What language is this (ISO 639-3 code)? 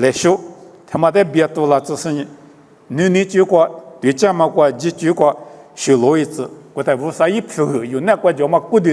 lis